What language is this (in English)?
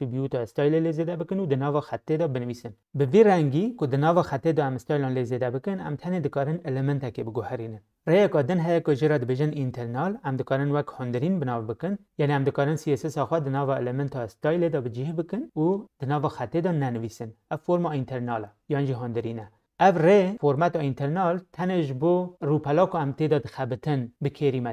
Kurdish